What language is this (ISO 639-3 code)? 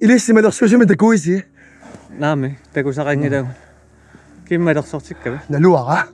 kal